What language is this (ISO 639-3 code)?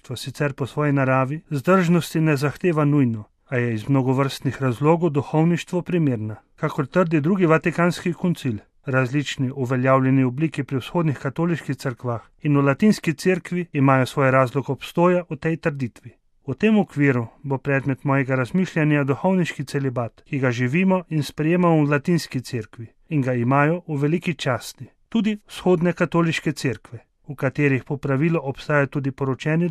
slv